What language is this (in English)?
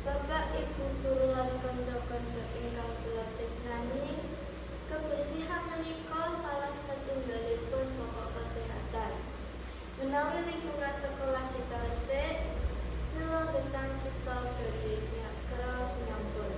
Javanese